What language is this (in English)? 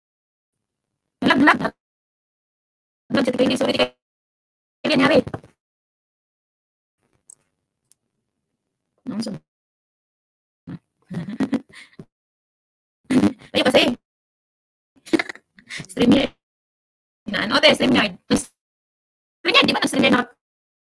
Filipino